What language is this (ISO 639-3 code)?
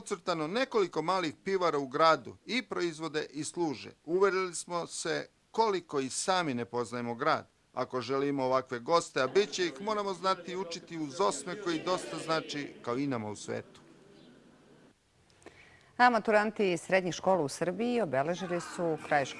srp